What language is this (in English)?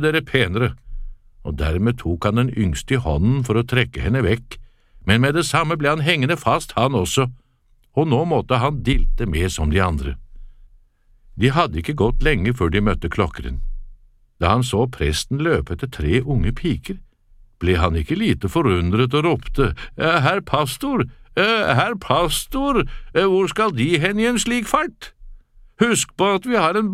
Norwegian